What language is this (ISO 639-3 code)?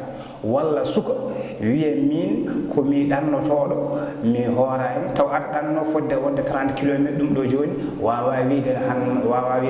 ful